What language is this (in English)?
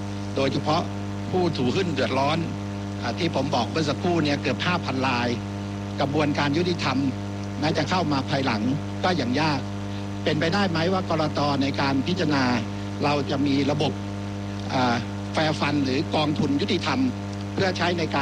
Thai